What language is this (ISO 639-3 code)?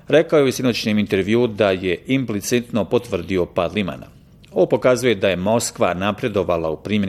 bos